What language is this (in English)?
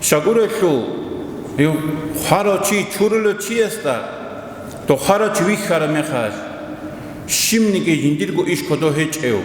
Avaric